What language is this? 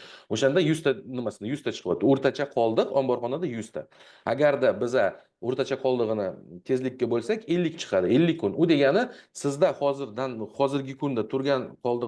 Uzbek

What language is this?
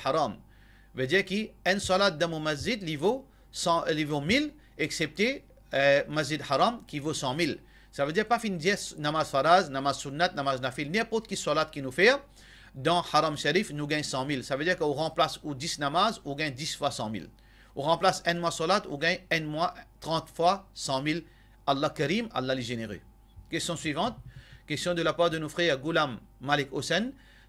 Morisyen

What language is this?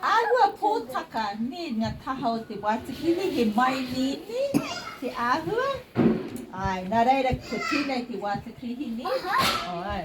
Māori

